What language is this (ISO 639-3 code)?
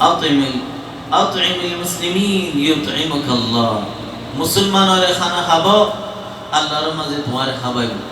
rhg